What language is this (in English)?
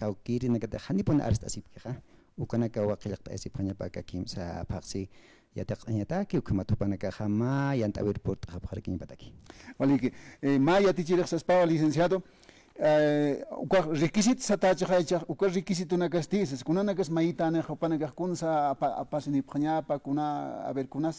Aymara